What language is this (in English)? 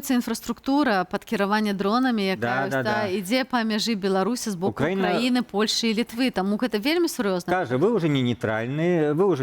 Belarusian